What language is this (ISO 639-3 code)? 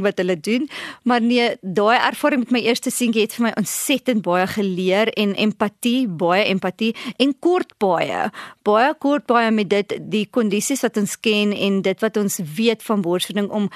afr